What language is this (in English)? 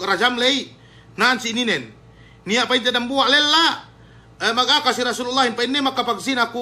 Yakan